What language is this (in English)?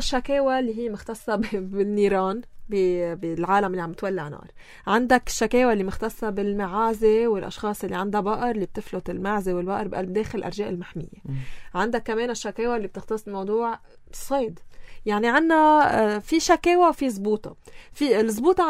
North Levantine Arabic